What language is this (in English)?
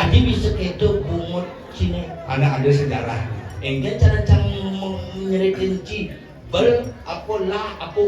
Balinese